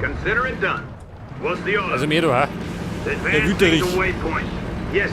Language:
Bavarian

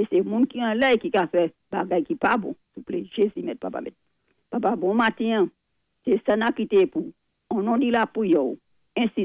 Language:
Saint Lucian Creole French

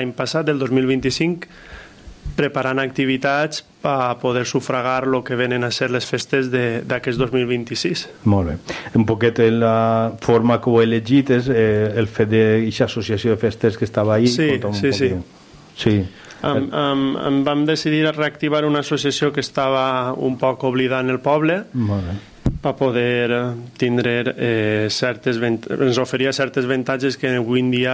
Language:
Catalan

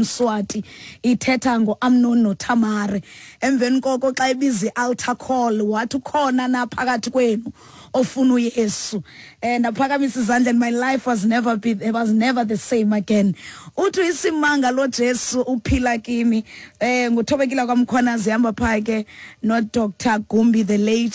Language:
Xhosa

